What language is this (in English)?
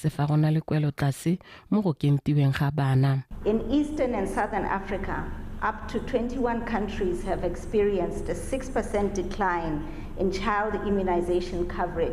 Tswana